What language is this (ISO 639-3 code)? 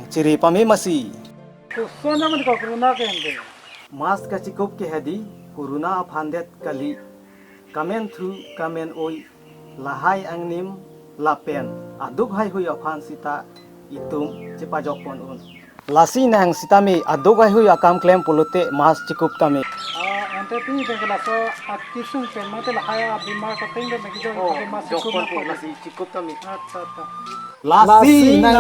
mjw